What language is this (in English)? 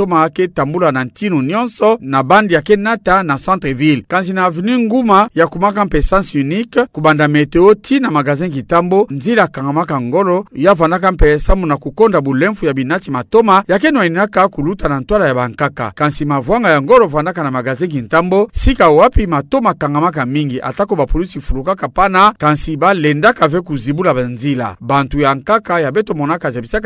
Kituba (Democratic Republic of Congo)